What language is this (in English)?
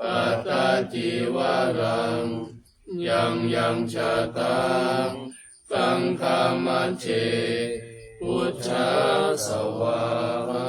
Pali